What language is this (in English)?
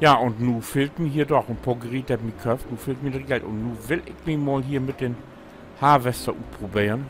Low German